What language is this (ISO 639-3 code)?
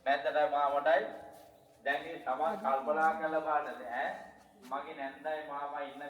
sin